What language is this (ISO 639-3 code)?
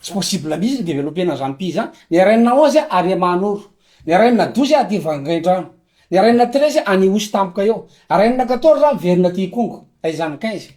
mlg